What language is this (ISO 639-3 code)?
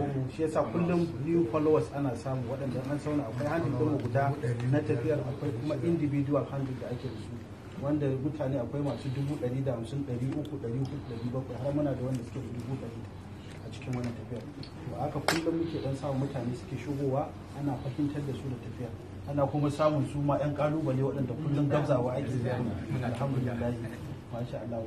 hau